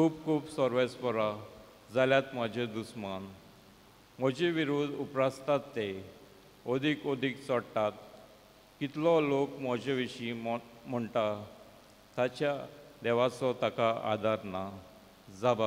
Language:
Konkani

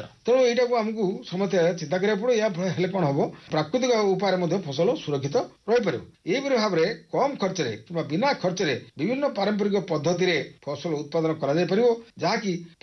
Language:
Odia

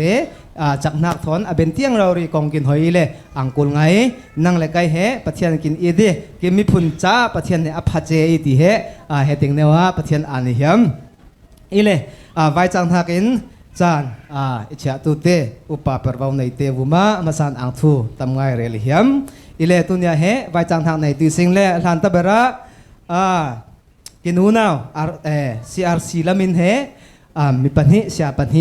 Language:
Falam Chin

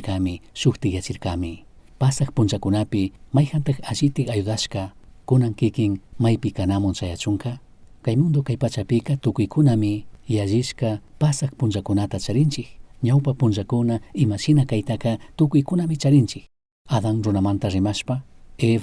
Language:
Chimborazo Highland Quichua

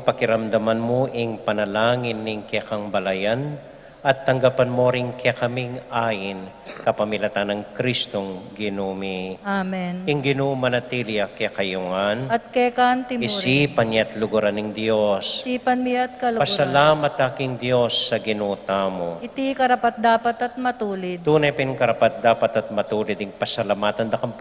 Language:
Pampanga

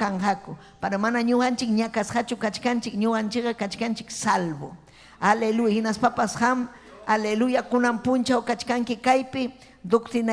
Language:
Ayacucho Quechua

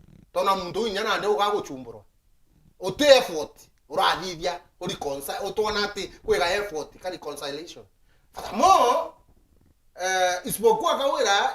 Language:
Meru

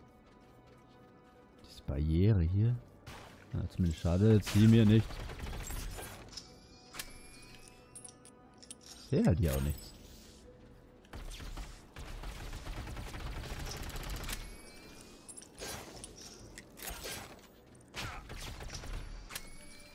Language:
German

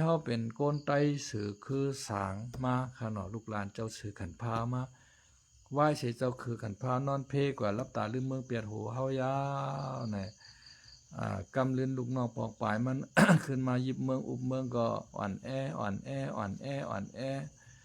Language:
Shan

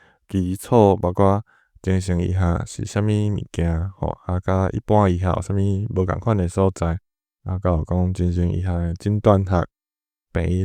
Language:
Min Nan Chinese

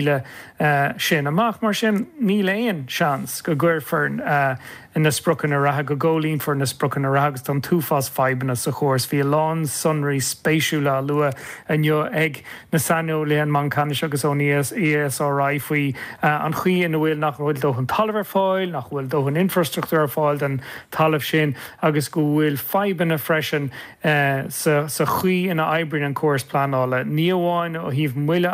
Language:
Irish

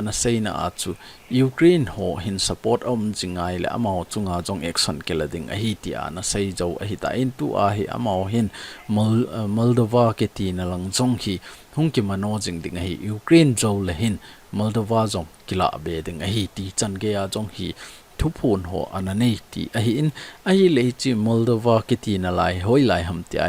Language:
Thado Chin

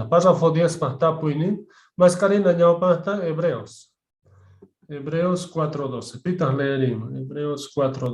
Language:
Quechua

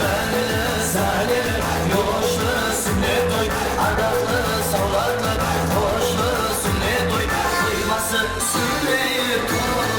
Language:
Kara-Kalpak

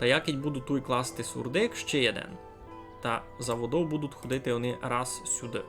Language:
Rusyn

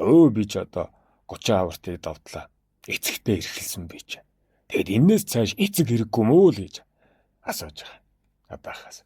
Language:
Mongolian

